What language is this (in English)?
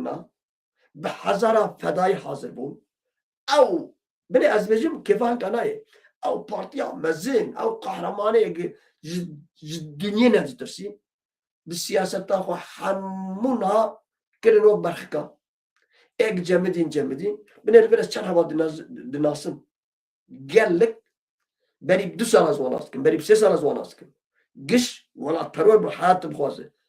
Kurdish